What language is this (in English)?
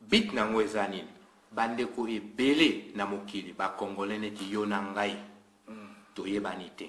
Lingala